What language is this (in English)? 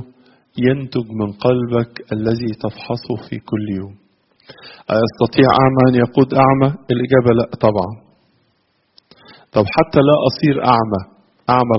Egyptian Arabic